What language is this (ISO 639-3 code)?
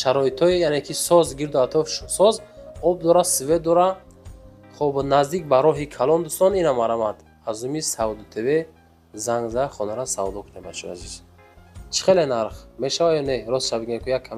tgk